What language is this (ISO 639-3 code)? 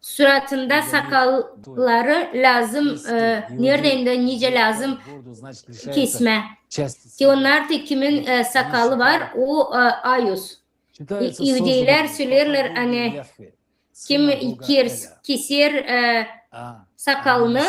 gag